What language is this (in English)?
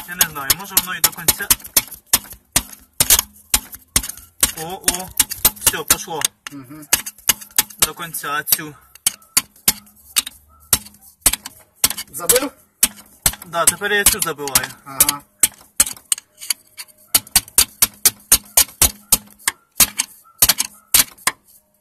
Ukrainian